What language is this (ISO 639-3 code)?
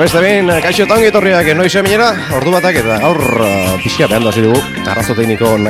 eus